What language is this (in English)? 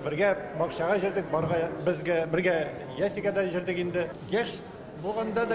Tatar